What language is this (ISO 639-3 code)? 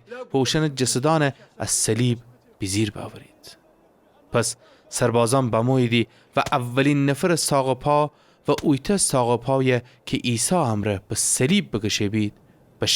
glk